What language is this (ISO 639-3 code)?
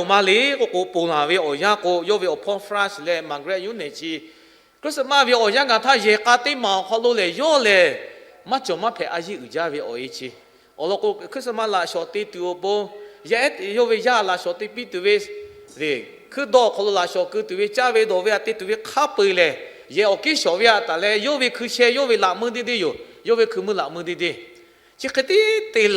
lhu